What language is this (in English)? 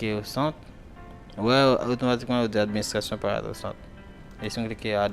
Haitian Creole